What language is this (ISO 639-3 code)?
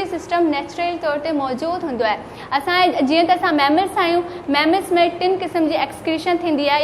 snd